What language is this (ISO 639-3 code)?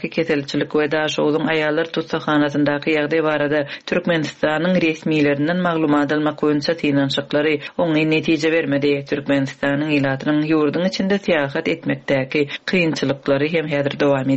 tuk